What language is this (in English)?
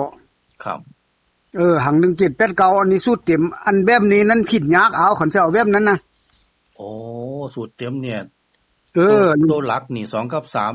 Northeastern Thai